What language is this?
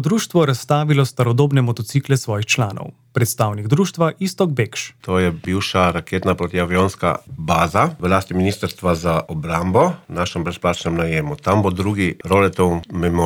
Slovenian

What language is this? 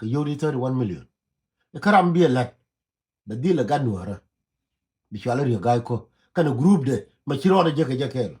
Nuer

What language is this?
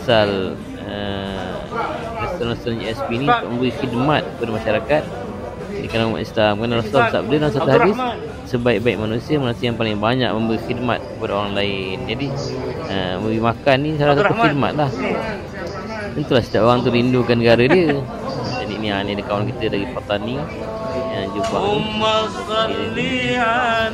Malay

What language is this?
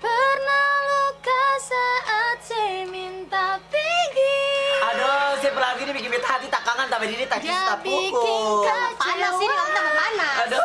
Ambonese Malay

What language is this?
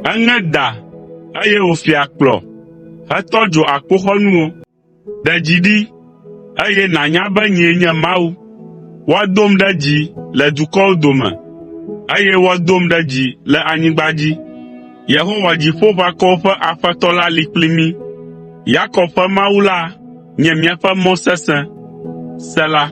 Ewe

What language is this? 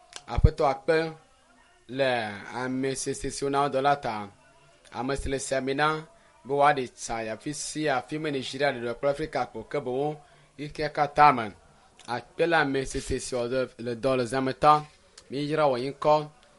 Ewe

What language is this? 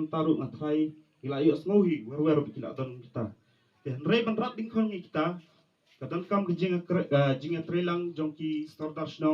Khasi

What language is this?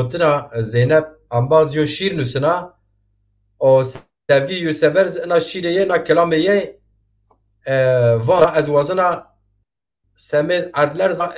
Zaza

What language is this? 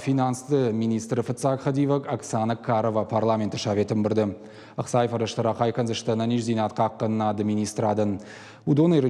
Ossetic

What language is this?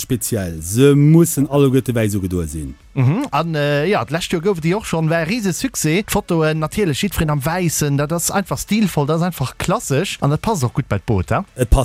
Luxembourgish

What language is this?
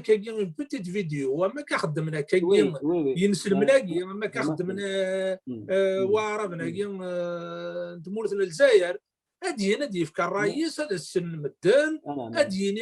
Kabyle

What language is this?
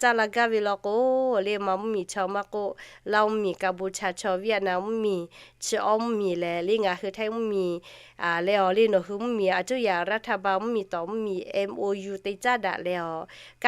Lahu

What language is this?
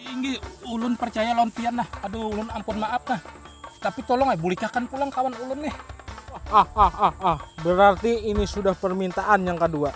Banjar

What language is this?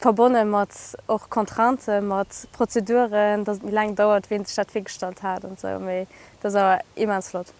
Luxembourgish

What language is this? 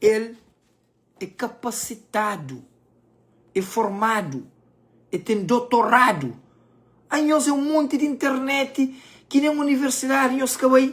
Kabuverdianu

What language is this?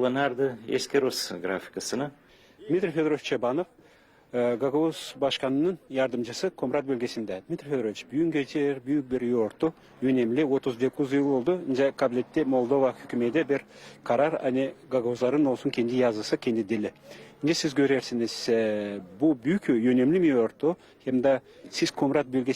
Gagauz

